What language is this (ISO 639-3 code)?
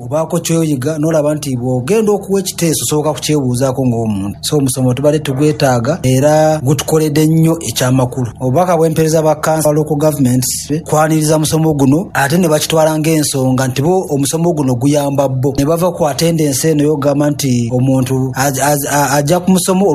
lug